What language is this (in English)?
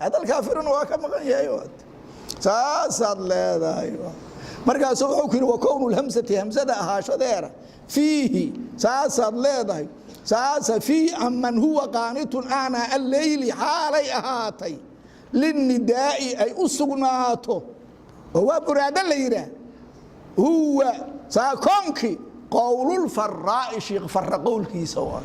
Somali